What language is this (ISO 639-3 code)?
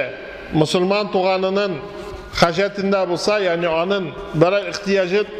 tat